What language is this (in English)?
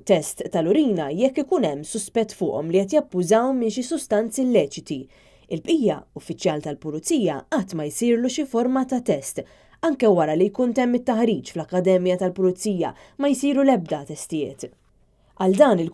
Maltese